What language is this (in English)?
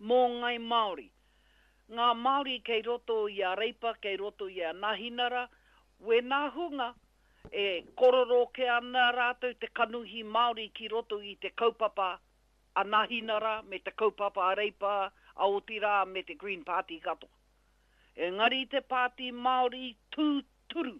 Māori